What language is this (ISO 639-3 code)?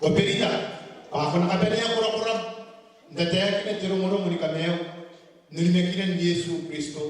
gil